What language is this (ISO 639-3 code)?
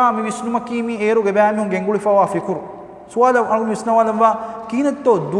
div